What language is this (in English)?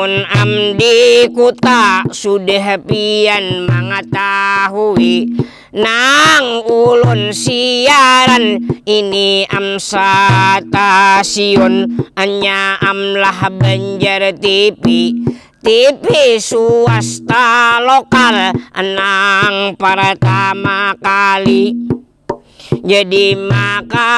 Banjar